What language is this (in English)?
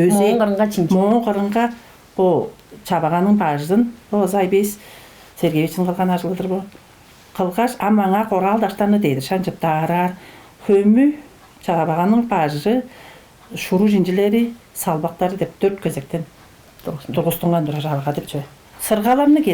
Tuvinian